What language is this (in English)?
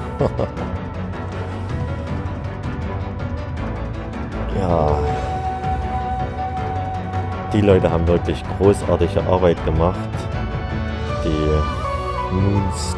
German